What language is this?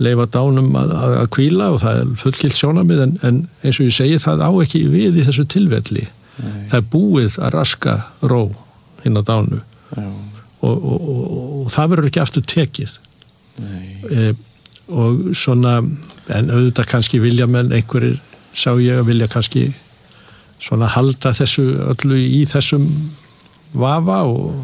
Icelandic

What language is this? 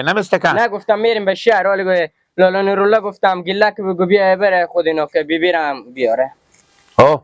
Persian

